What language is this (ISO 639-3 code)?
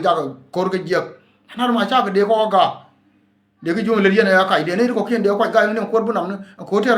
nus